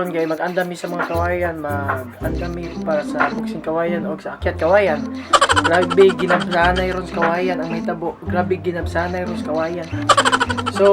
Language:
Cebuano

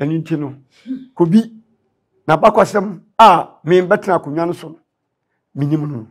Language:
Akan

